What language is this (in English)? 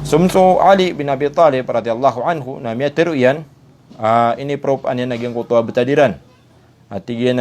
Maranao